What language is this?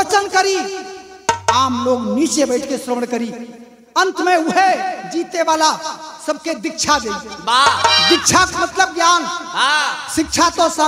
Bhojpuri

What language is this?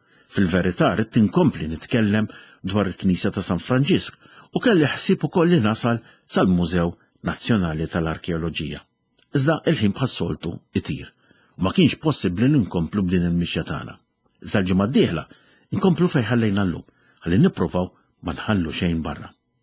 Maltese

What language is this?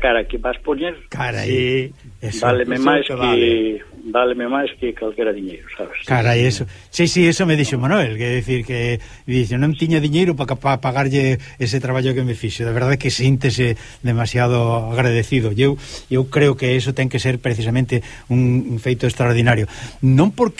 Galician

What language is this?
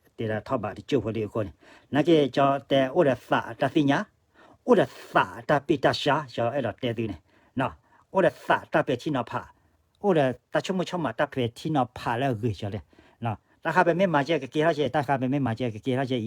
S'gaw Karen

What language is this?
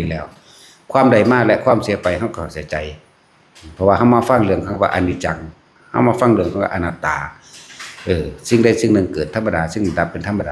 Lao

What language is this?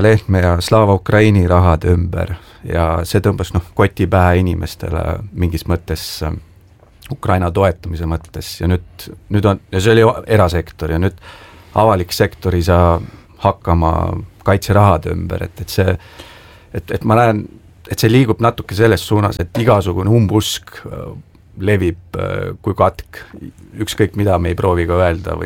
Estonian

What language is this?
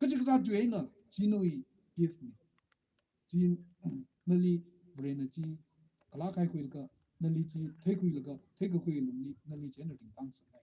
Tangkhul Naga (India)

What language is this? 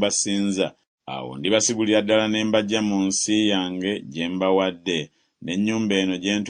Ganda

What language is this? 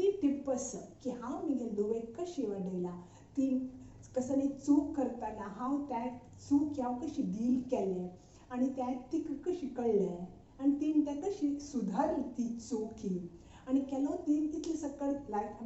Konkani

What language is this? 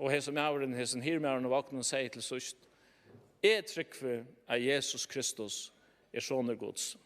Faroese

